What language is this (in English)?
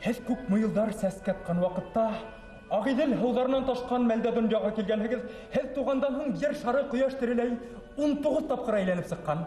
Bashkir